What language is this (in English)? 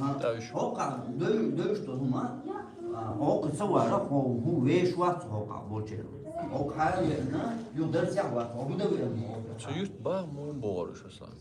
Chechen